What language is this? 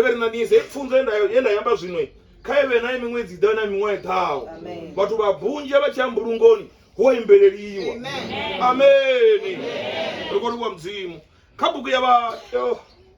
Venda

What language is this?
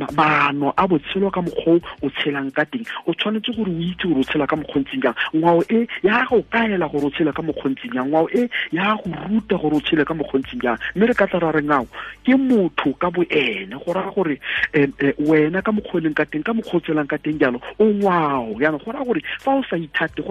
Tswana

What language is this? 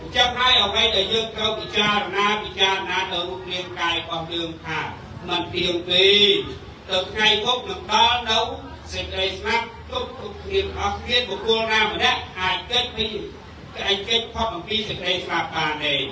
Khmer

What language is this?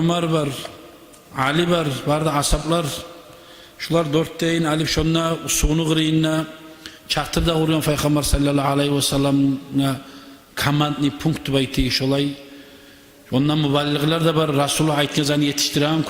Kumyk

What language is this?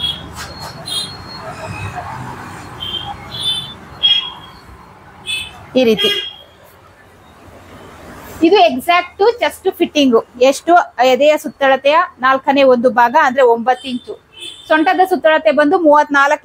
Kannada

